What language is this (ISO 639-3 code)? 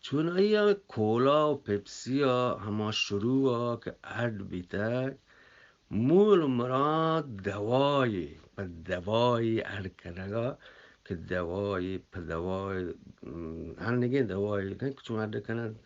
bgp